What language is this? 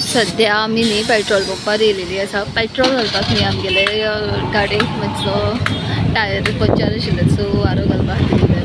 Konkani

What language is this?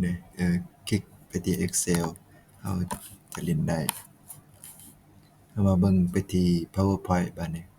Lao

